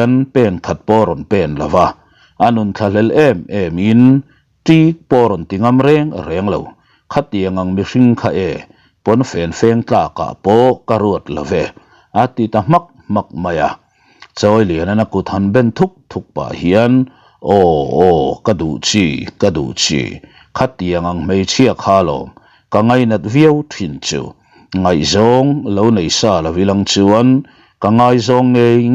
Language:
Mizo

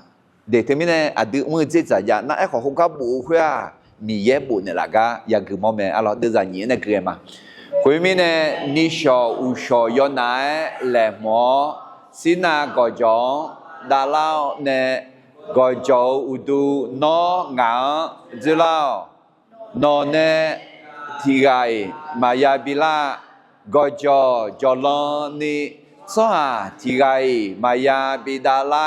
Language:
Akha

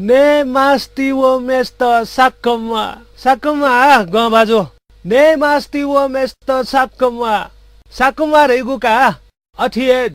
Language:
Newari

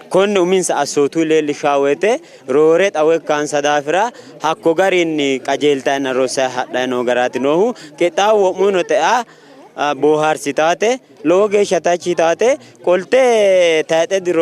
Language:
Sidamo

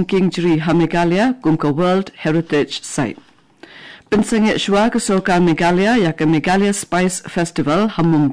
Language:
Khasi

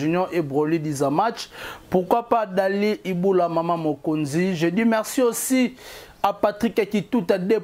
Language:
Lingala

